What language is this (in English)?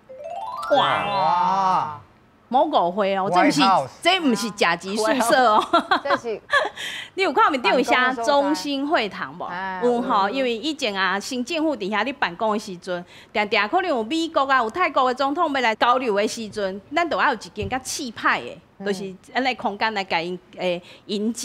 Min Nan Chinese